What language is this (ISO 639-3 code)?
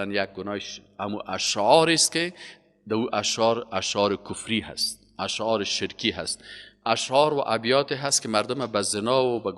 fas